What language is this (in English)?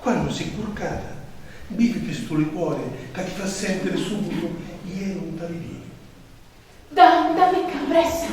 Sicilian